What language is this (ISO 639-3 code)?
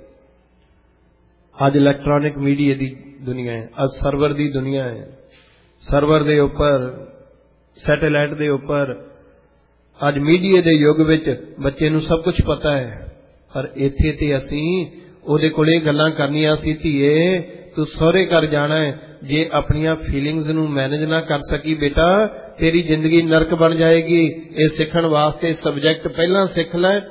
pan